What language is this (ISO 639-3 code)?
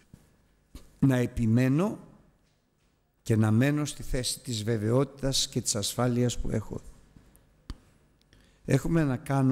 ell